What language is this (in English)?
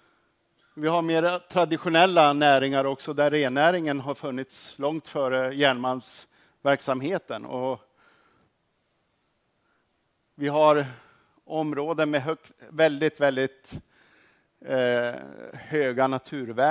Swedish